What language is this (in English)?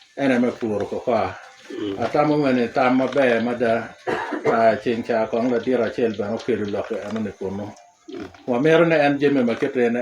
Lango (Uganda)